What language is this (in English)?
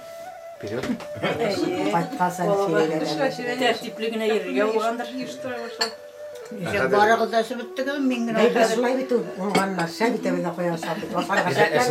Bashkir